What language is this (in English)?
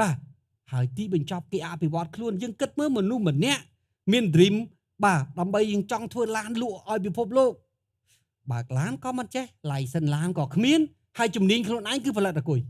Khmer